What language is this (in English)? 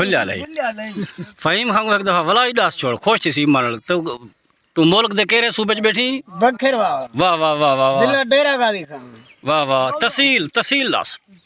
Saraiki